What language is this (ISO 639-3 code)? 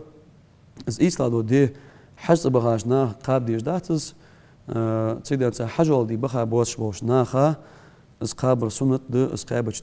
inh